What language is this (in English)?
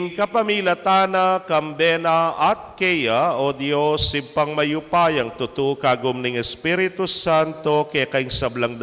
Pampanga